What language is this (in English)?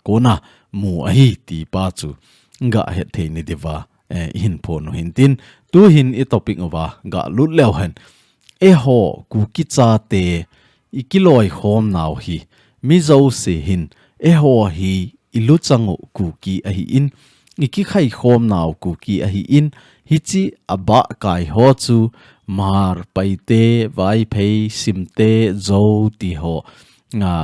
Thado Chin